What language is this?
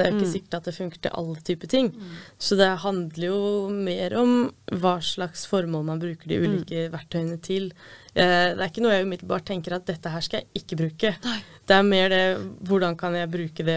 Norwegian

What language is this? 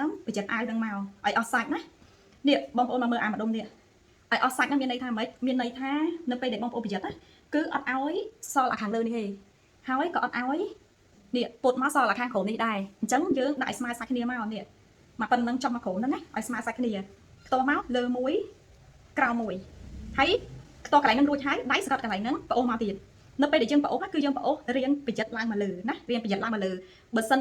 Khmer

